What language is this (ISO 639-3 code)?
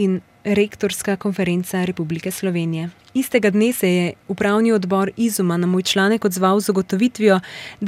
slv